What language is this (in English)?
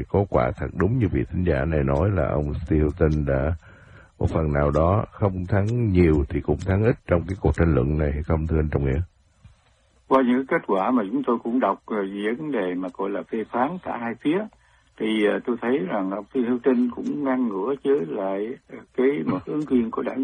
Vietnamese